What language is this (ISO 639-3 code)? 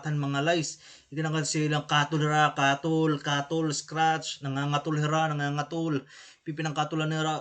war